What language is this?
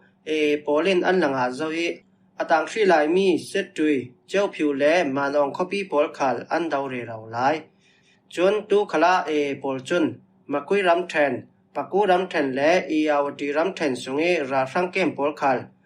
Falam Chin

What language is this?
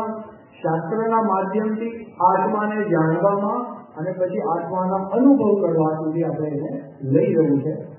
Gujarati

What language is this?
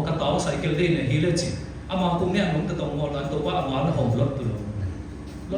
Siyin Chin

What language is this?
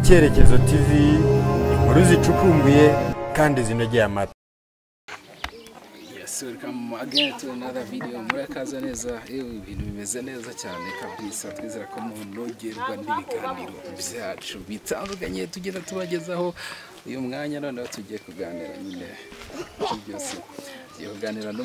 Kinyarwanda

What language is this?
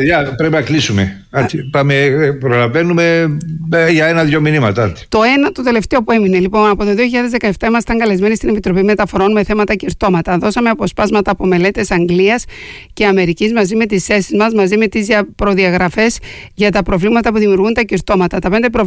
Greek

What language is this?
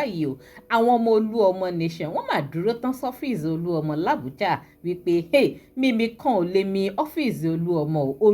Yoruba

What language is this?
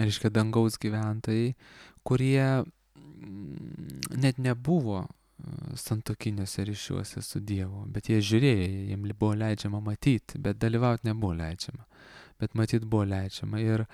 Lithuanian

